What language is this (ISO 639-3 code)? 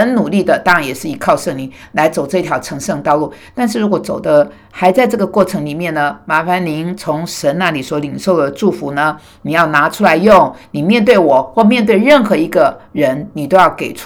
zho